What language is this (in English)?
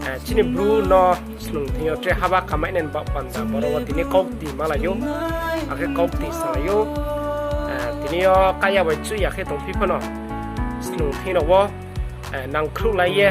Riang (India)